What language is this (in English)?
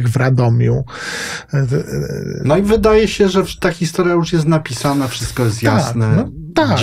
Polish